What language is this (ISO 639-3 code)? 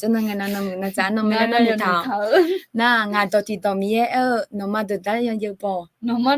ahk